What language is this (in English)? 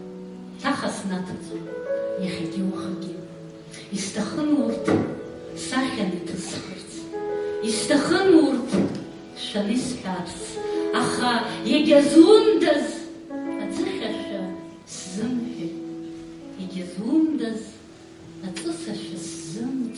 Abkhazian